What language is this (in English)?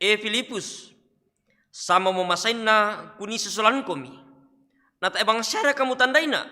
Toraja-Sa'dan